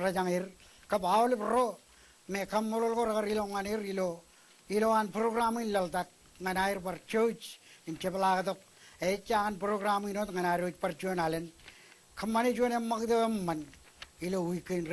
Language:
Marshallese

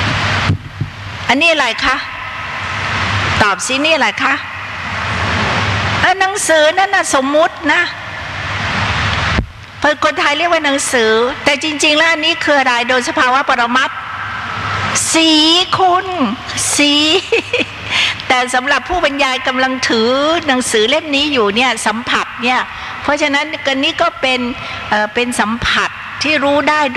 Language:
Thai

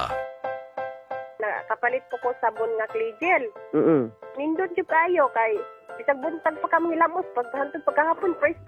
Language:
Cebuano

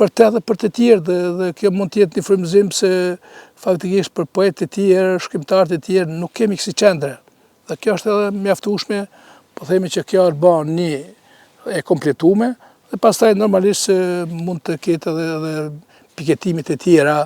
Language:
Albanian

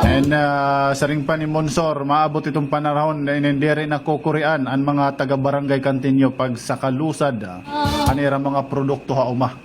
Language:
Waray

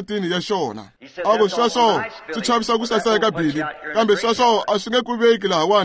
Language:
Tsonga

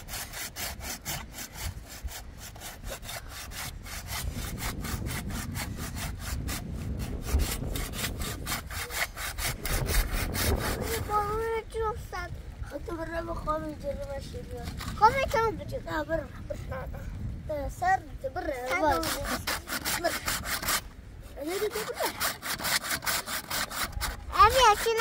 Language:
Persian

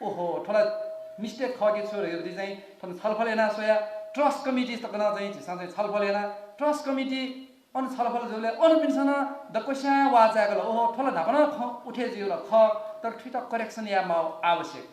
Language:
Newari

